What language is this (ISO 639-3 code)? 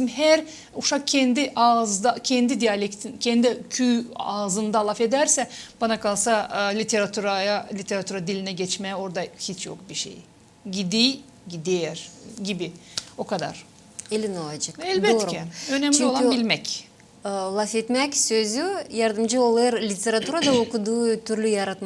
gag